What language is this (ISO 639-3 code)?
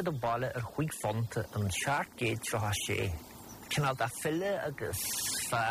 gle